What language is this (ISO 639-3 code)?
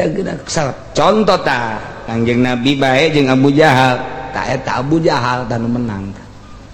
sun